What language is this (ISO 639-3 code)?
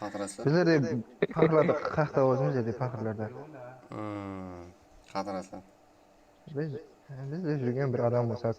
kaa